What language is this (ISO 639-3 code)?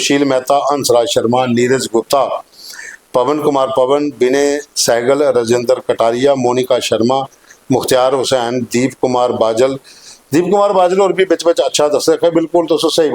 doi